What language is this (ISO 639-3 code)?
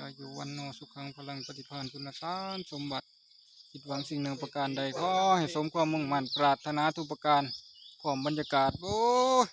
lao